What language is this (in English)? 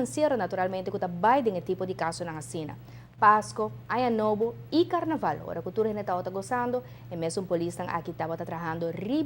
Papiamento